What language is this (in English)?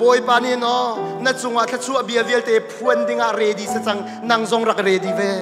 Hakha Chin